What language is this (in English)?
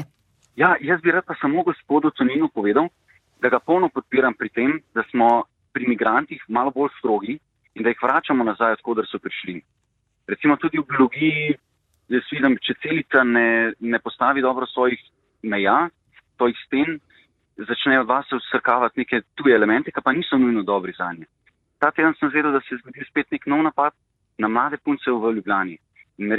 Slovenian